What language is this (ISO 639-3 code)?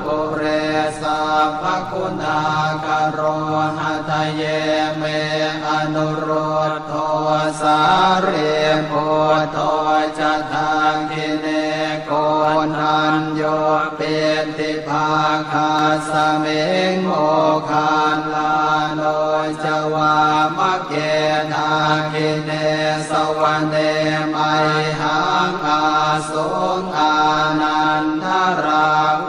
pli